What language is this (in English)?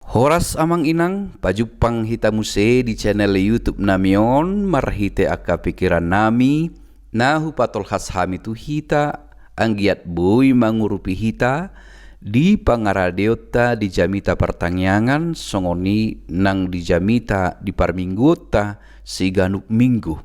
Batak Toba